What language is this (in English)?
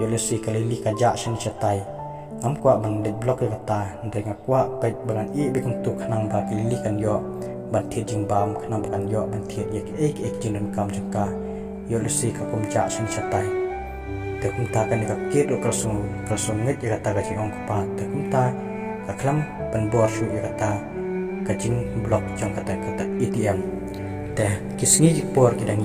Khasi